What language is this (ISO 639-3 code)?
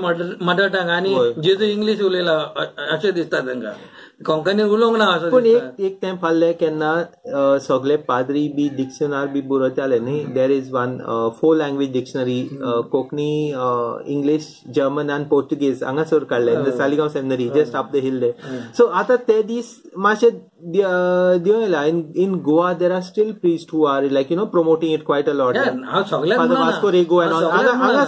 kok